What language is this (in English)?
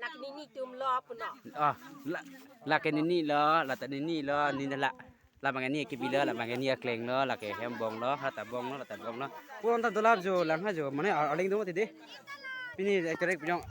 Karbi